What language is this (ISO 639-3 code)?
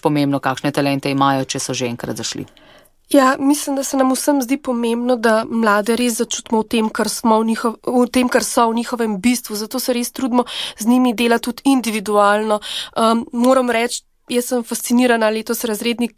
slv